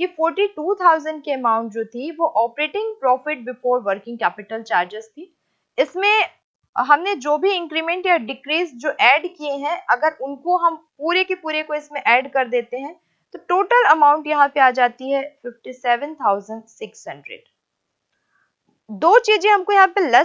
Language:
Hindi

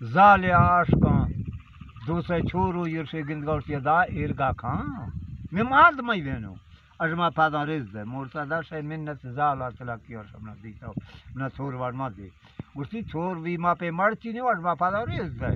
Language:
Baluchi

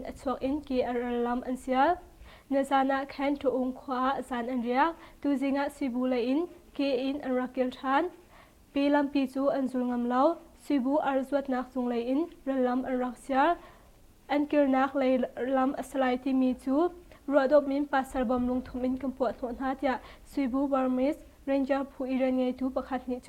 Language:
Hakha Chin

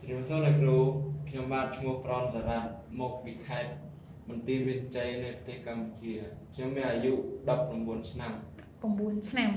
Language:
Khmer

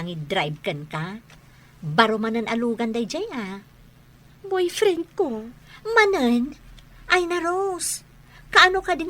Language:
Iloko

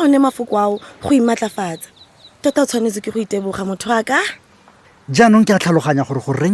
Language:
Tswana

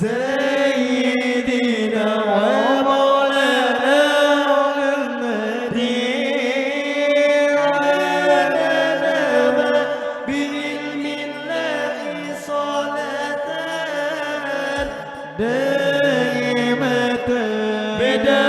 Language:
Banjar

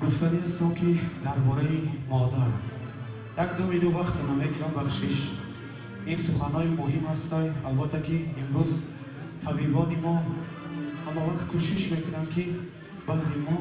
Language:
Tajik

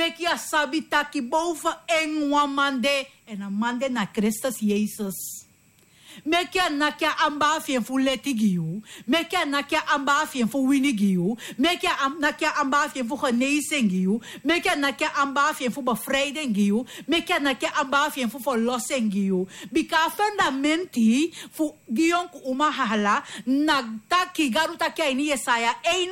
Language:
Sranan Tongo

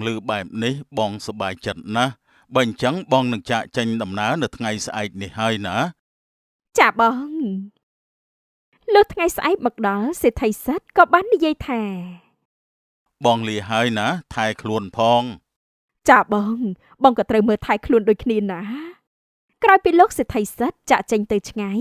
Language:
Khmer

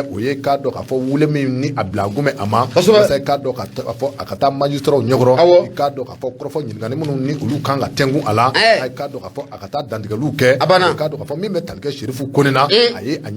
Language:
Bambara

